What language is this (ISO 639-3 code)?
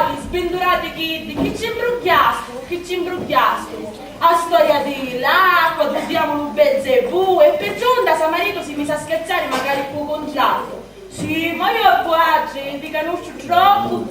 scn